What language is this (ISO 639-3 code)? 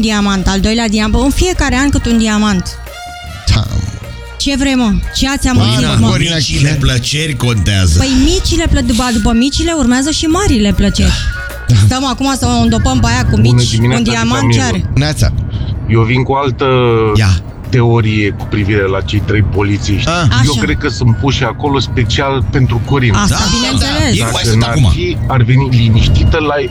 ron